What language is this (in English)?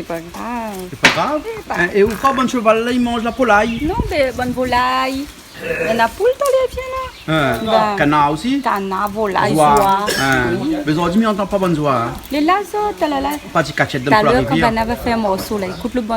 Réunion Creole French